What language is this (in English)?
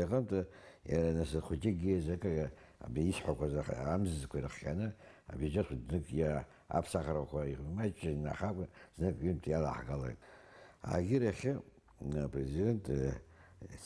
Abkhazian